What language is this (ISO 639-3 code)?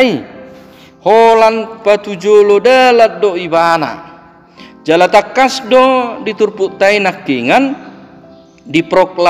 bbc